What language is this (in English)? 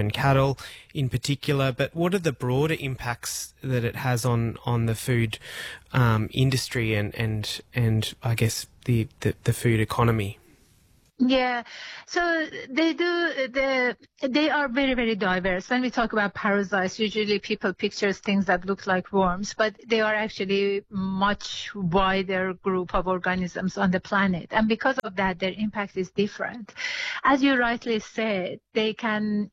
English